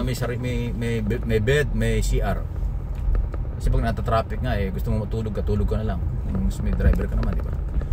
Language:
Filipino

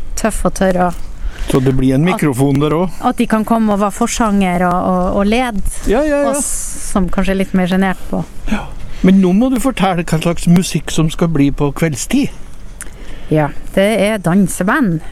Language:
Norwegian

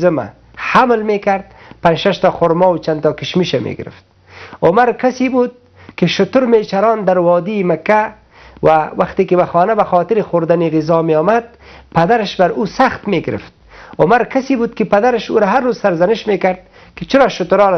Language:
Persian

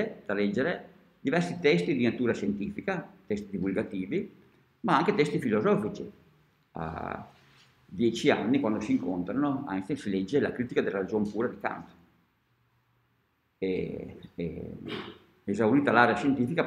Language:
Italian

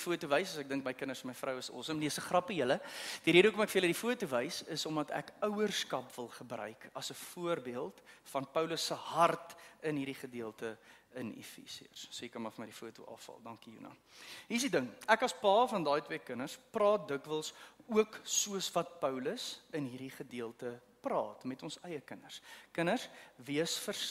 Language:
Afrikaans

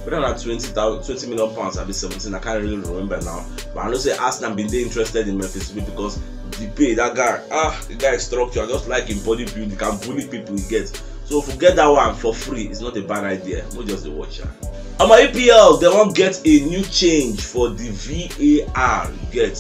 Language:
Nigerian Pidgin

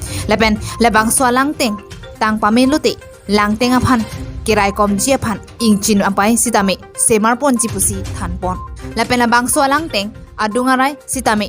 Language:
Karbi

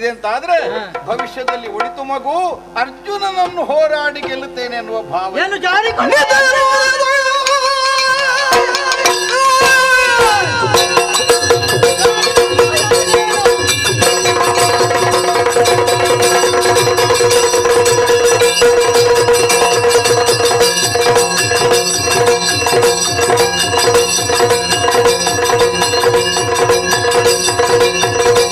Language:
Kannada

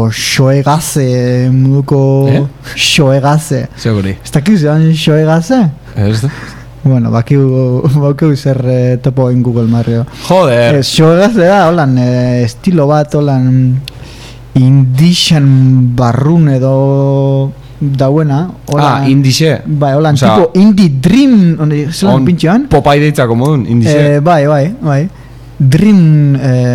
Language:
Basque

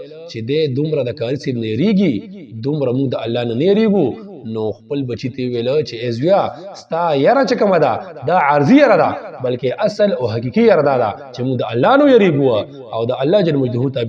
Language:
Pashto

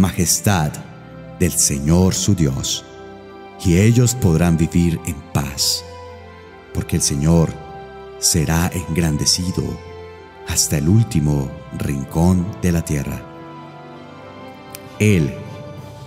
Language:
Spanish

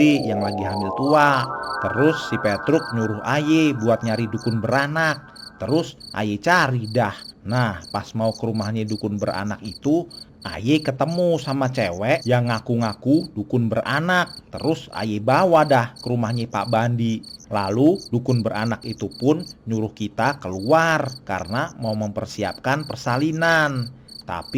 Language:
Betawi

